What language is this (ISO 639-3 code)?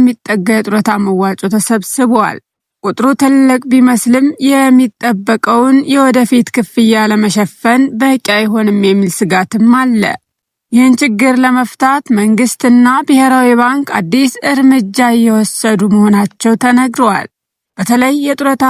amh